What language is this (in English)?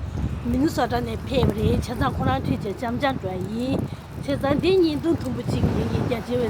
Tibetan